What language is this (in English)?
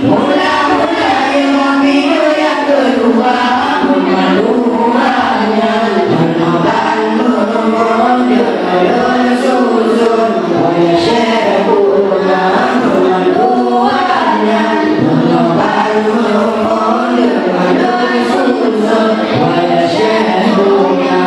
Achinese